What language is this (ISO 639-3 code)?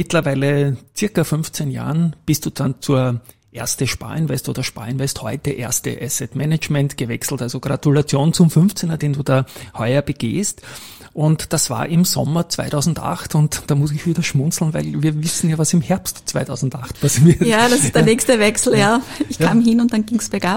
deu